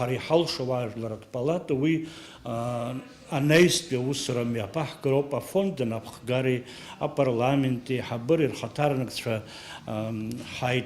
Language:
Abkhazian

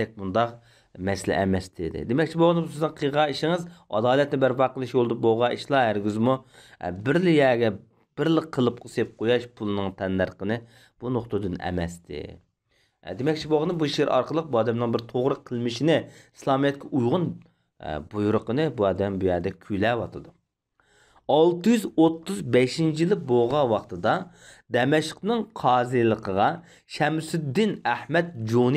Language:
Uyghur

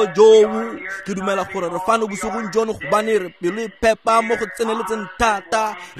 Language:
Tswana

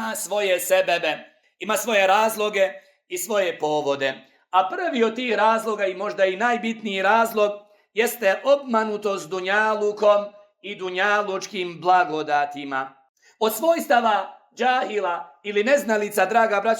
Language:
Bosnian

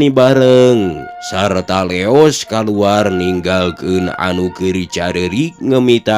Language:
Sundanese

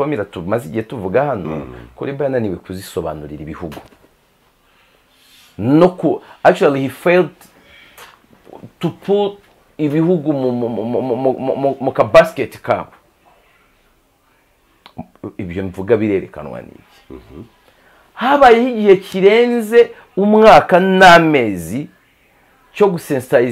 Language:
Kinyarwanda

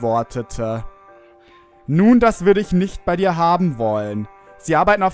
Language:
German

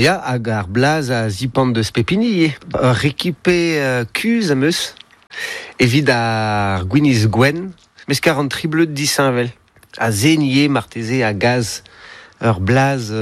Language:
Breton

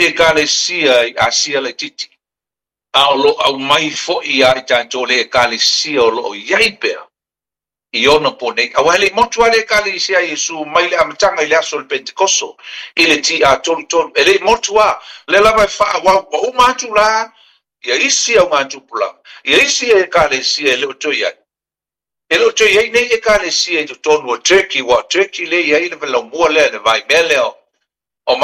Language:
Samoan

